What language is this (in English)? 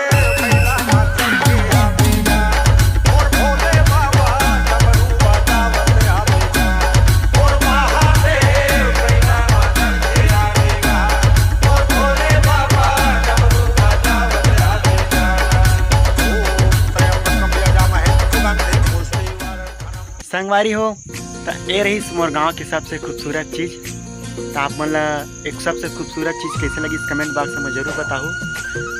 Chhattisgarhi